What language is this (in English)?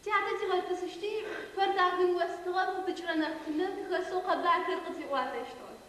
Adyghe